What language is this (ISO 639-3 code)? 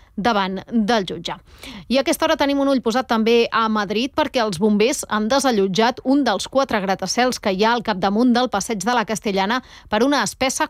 cat